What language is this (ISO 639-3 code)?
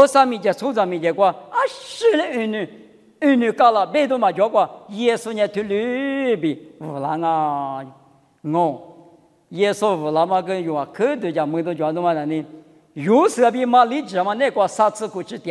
lis